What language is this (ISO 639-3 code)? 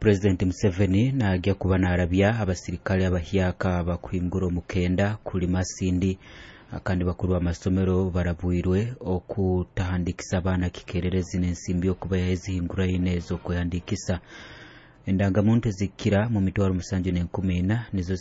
nyo